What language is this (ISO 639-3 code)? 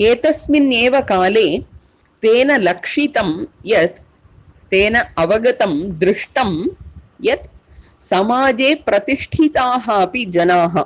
san